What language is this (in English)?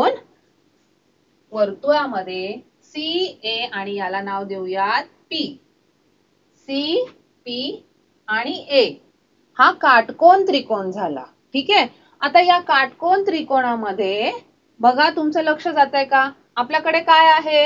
Marathi